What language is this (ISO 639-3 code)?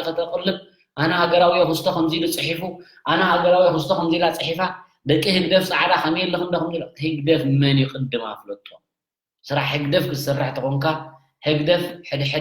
tir